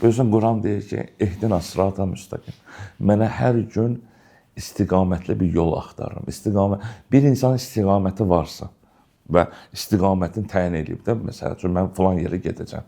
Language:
Azerbaijani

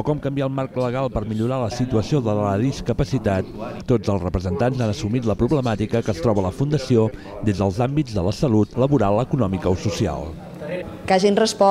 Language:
Catalan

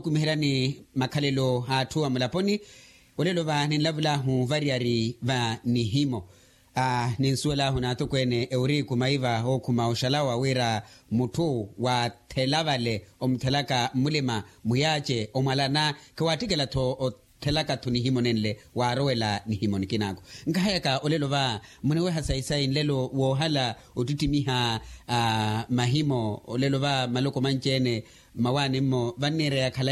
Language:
Makhuwa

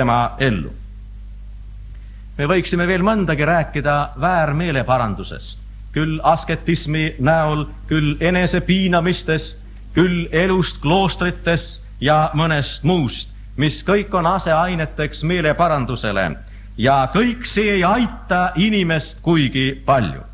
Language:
Estonian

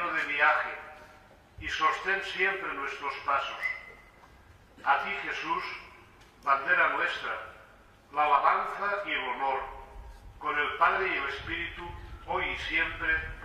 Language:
Spanish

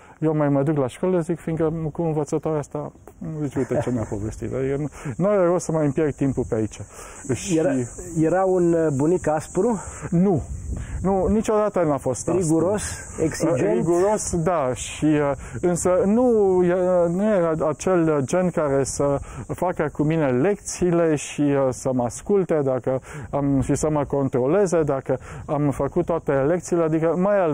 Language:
Romanian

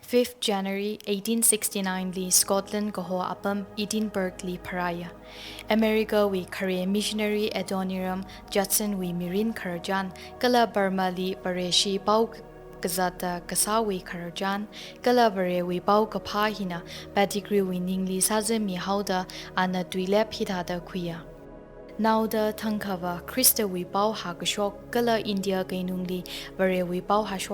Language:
Tangkhul Naga (India)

